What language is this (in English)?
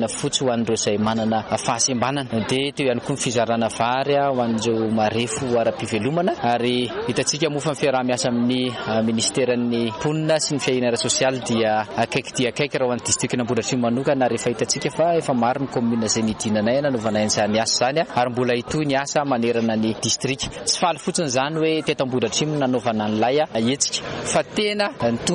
Malagasy